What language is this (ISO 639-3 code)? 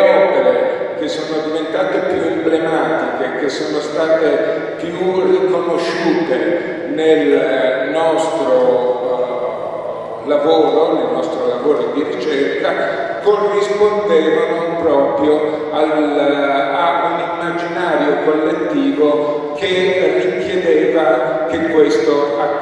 ita